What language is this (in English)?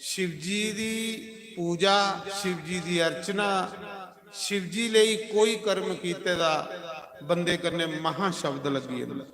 Dogri